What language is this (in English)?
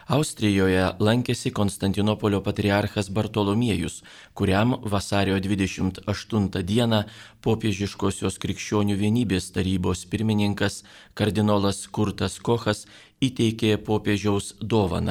Lithuanian